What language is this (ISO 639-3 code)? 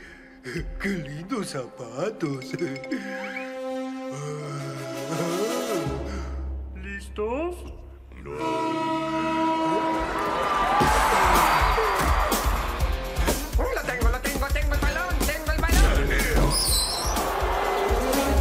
spa